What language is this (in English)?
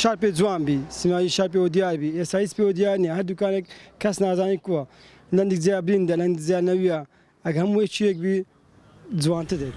Central Kurdish